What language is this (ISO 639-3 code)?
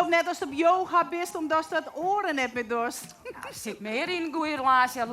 fry